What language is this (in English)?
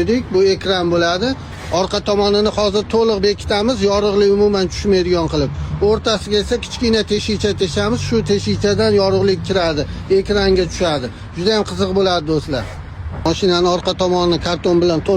Uzbek